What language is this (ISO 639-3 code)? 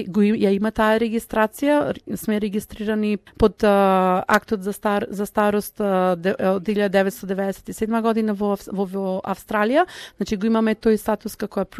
mkd